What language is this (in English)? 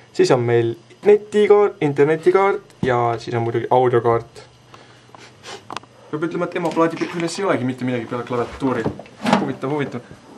Estonian